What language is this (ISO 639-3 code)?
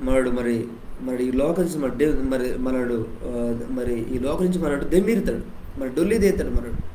kff